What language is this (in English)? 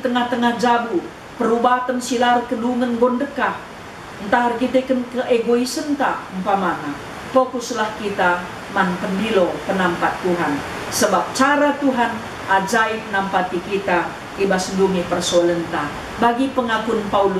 Batak Karo